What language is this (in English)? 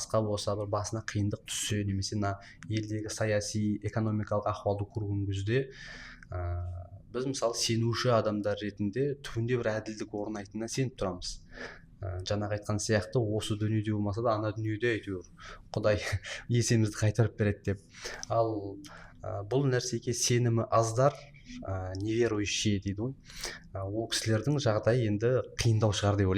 Kazakh